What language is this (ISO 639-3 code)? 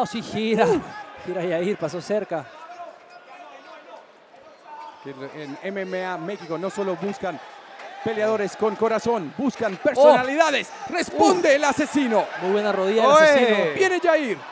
spa